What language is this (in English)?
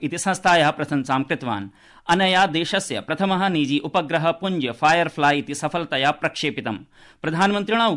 Sanskrit